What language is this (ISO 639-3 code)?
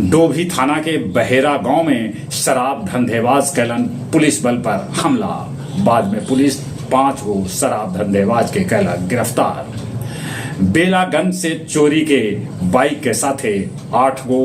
mag